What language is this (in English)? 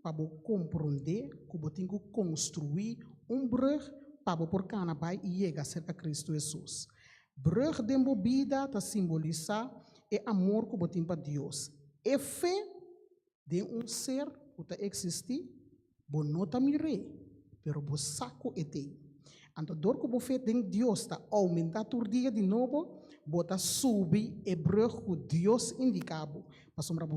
Papiamento